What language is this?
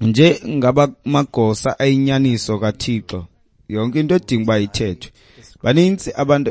Xhosa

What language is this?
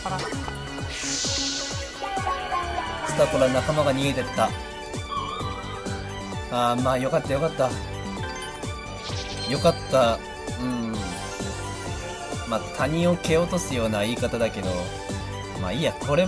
Japanese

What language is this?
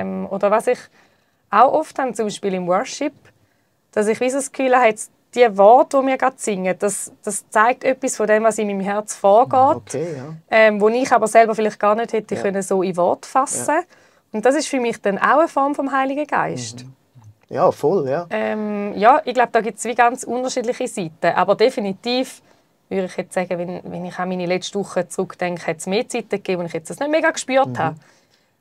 Swiss German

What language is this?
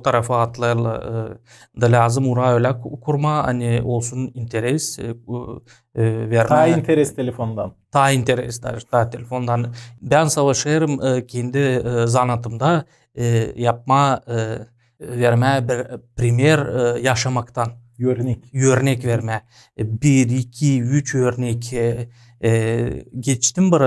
Gagauz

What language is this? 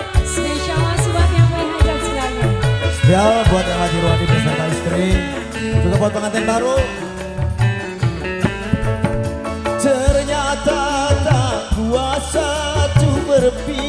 Indonesian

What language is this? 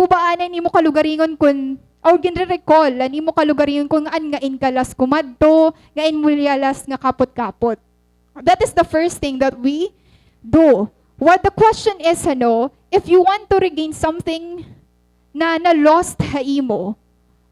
Waray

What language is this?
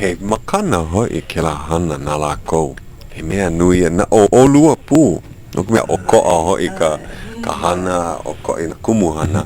Hawaiian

